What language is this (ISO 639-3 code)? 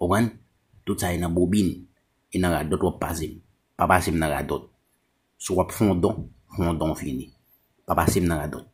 hat